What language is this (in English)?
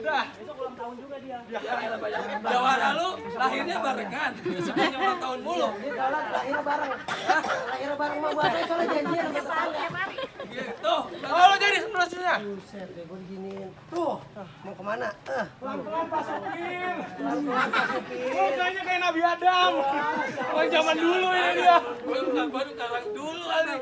Betawi